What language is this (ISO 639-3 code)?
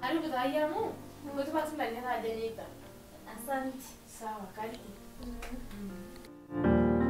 mas